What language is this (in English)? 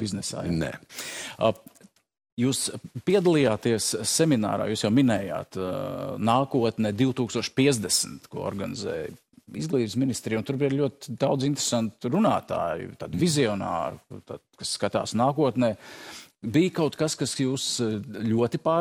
Latvian